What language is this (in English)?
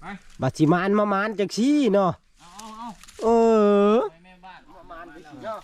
Northeastern Thai